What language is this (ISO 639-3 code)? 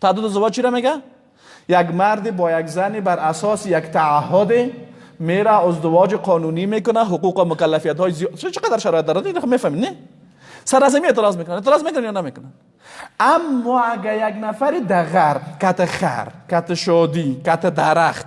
fas